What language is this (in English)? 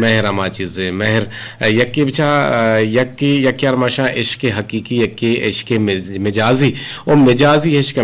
Eastern Balochi